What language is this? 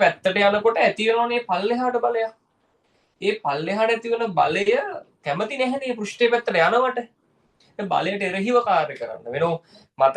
Sinhala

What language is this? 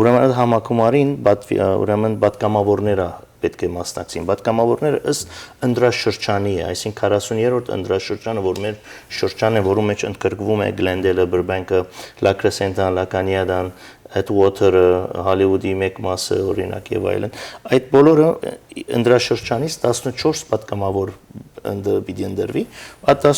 Western Armenian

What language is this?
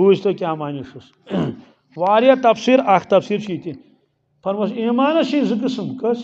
Kashmiri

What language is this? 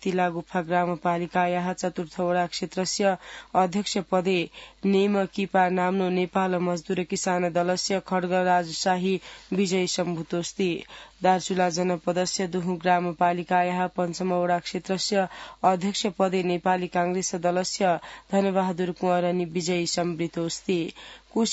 Sanskrit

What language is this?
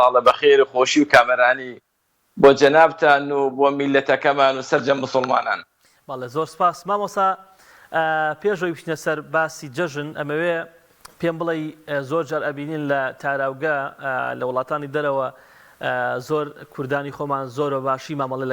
Central Kurdish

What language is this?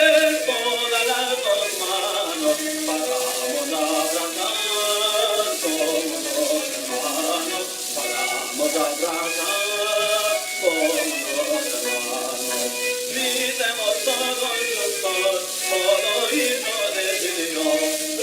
Ladino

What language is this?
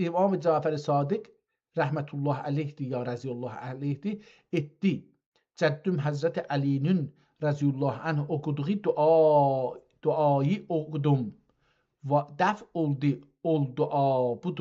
South Azerbaijani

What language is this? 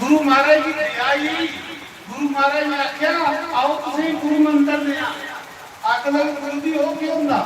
Dogri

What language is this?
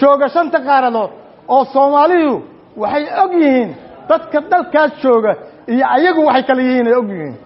Somali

